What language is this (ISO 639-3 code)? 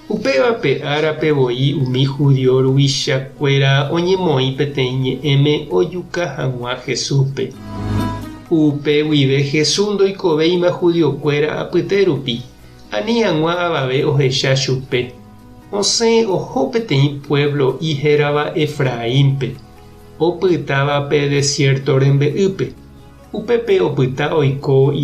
grn